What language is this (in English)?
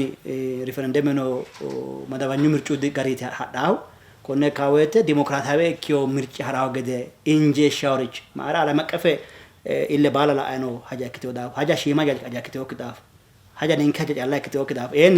Sidamo